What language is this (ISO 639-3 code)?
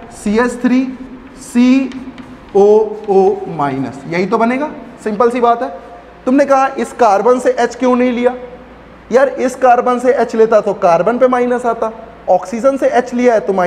hin